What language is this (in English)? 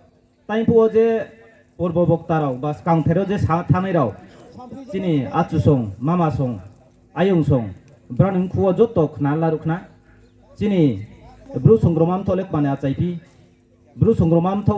Riang (India)